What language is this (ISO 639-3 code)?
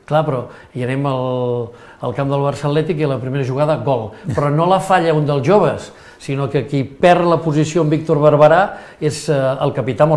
cat